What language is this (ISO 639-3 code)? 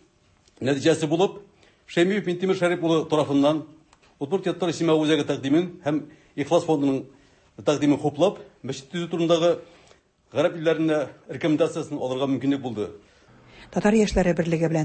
tat